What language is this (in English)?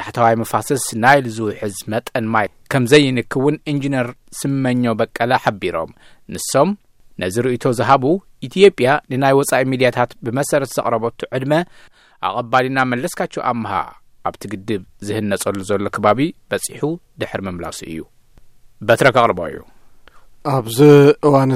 Tigrinya